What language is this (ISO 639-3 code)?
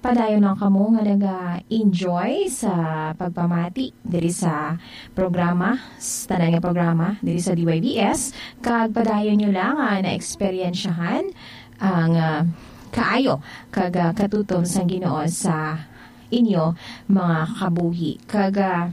hil